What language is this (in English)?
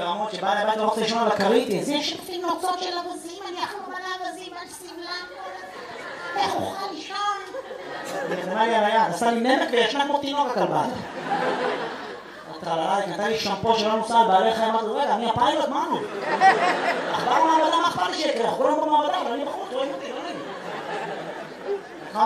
Hebrew